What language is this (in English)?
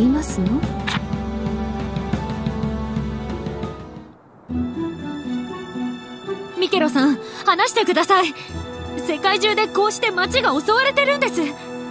Japanese